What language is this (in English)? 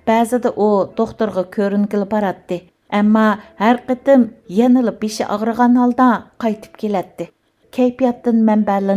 Uyghur